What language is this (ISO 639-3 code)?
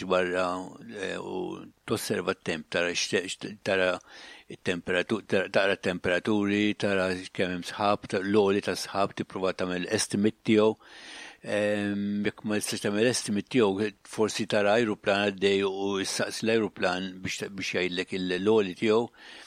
mlt